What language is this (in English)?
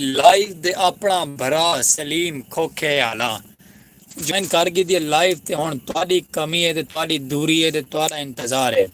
Saraiki